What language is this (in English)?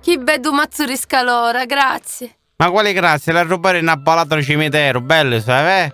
Sicilian